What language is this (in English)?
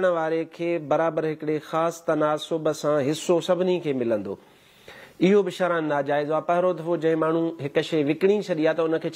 Sindhi